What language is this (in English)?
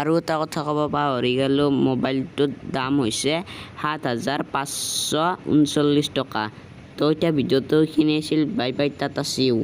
Assamese